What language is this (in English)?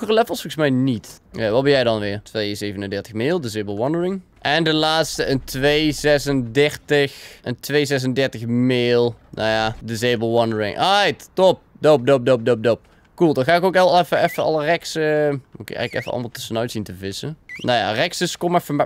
Dutch